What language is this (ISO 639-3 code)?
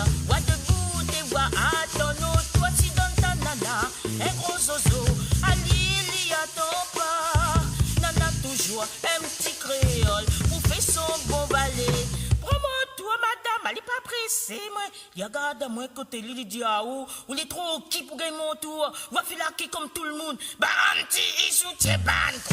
mfe